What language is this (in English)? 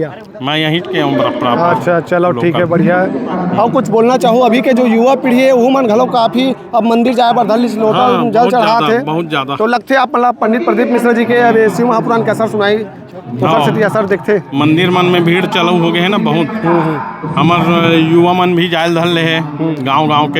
Chhattisgarhi